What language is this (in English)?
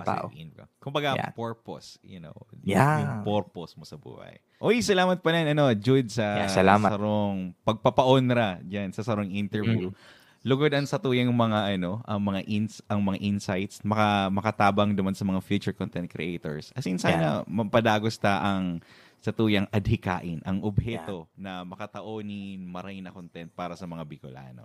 Bikol